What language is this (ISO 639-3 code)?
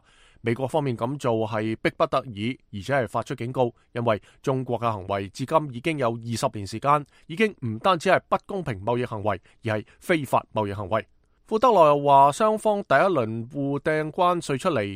yue